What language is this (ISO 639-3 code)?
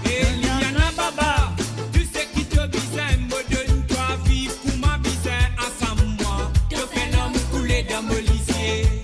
mfe